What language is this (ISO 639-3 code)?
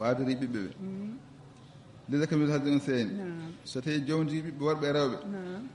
ful